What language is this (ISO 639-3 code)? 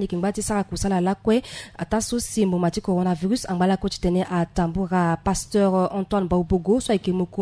sag